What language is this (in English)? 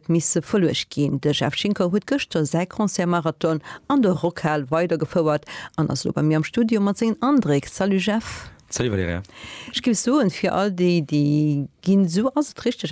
Luxembourgish